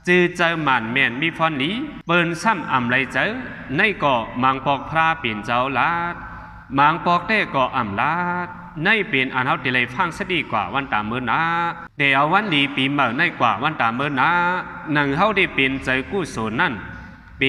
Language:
Shan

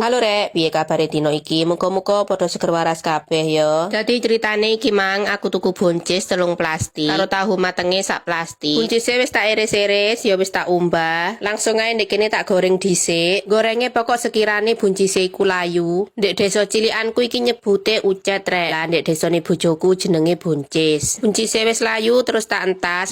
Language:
Javanese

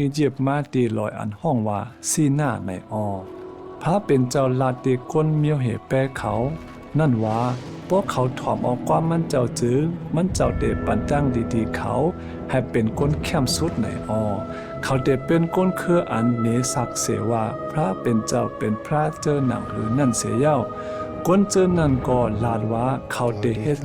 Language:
Shan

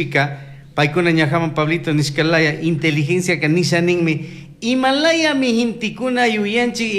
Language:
Chimborazo Highland Quichua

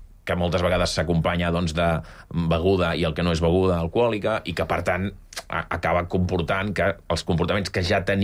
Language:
Catalan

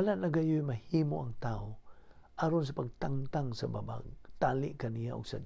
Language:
Cebuano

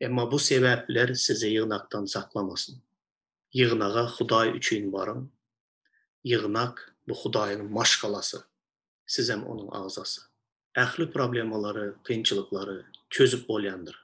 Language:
Turkmen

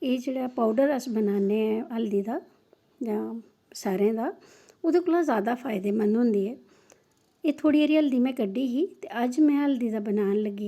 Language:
Dogri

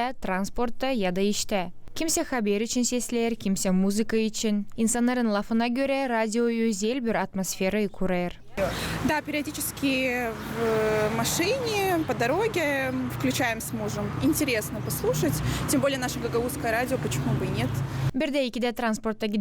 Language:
Gagauz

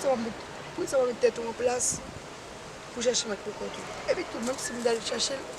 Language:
Haitian Creole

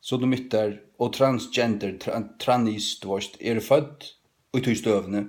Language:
Faroese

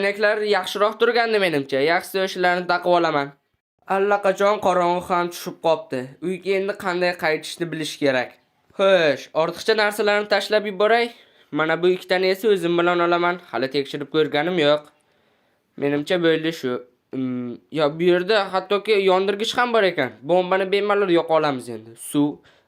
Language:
Uzbek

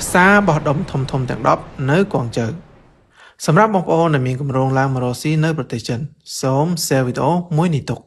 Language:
Khmer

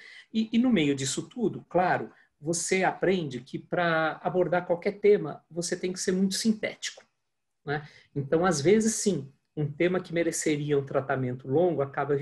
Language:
Portuguese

